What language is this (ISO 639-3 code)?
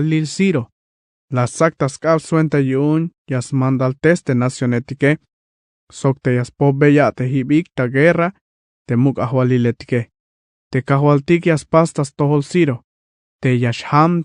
tzh